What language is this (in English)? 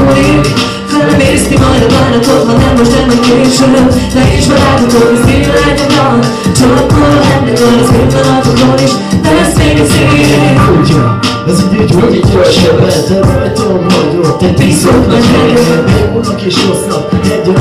Hungarian